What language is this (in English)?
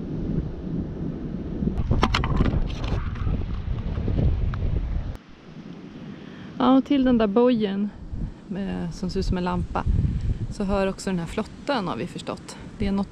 Swedish